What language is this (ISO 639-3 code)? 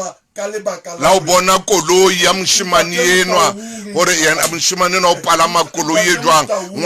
sot